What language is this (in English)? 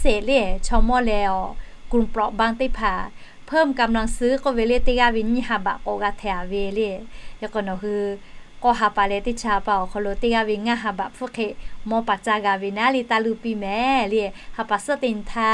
Lahu